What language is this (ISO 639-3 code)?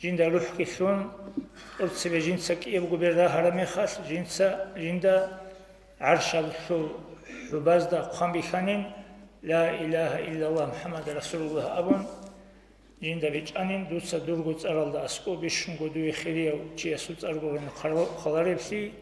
ava